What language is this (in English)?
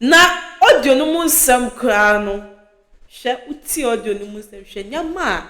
Akan